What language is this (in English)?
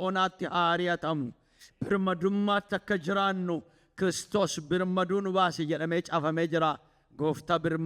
Oromo